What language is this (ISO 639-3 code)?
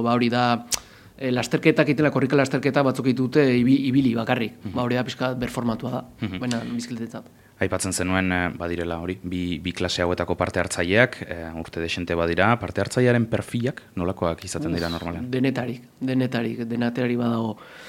eus